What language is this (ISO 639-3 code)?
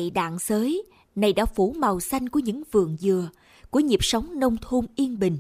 vie